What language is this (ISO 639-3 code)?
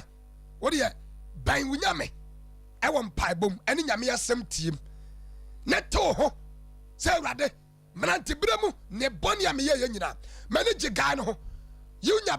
aka